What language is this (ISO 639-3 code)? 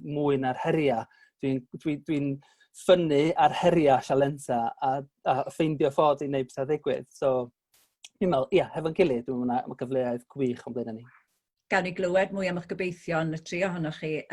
cym